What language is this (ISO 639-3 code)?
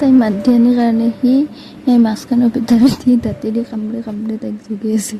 asm